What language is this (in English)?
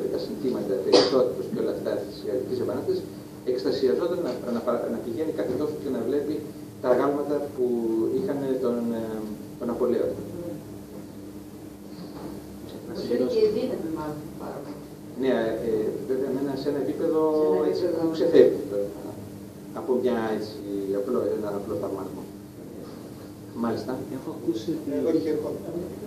Greek